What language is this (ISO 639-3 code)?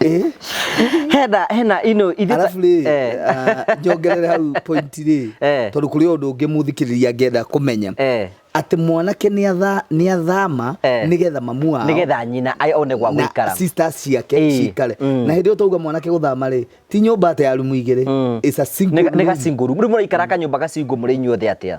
kik